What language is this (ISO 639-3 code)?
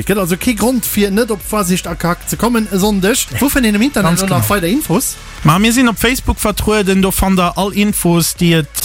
ltz